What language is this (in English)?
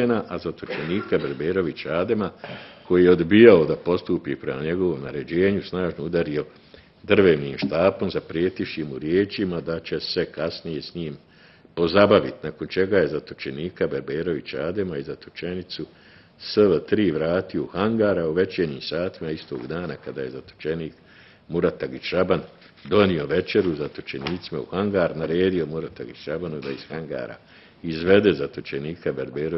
Bosnian